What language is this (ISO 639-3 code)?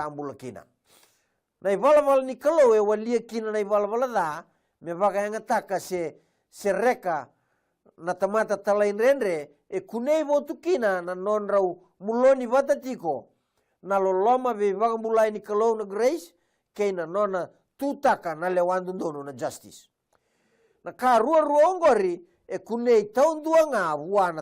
fij